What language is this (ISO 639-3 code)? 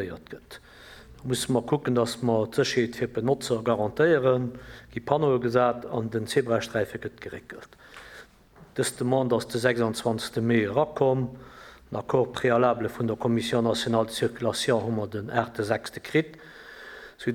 ltz